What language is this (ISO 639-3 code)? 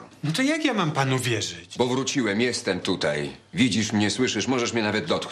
pol